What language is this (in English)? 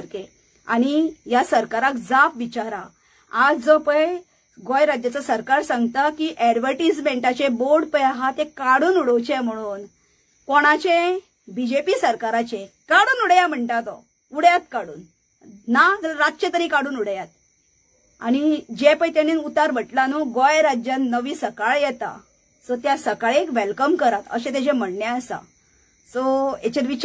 Konkani